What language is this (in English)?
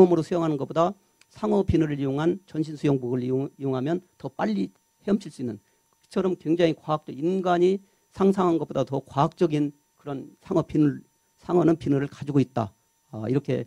Korean